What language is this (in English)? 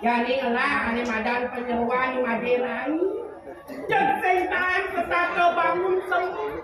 Balinese